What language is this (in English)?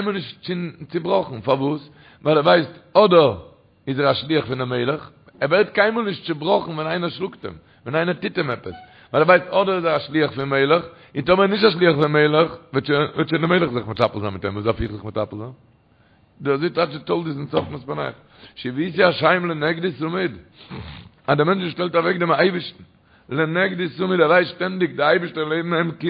Yiddish